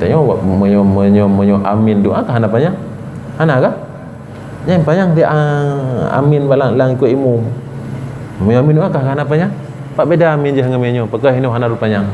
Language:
Achinese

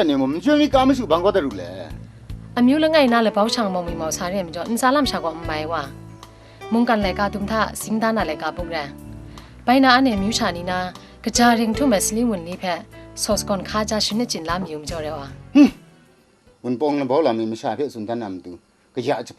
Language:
Kachin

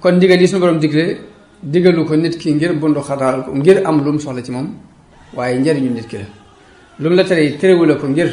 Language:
Wolof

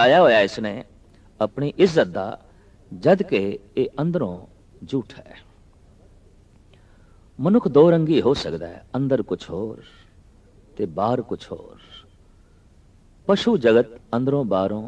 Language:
Punjabi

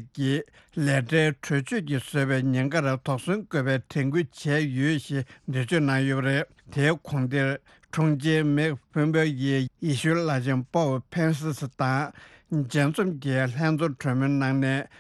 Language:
Tibetan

